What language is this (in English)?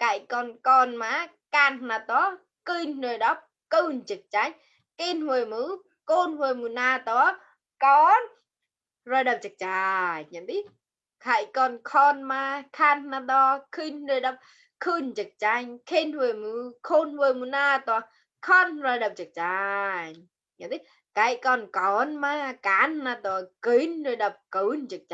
Mon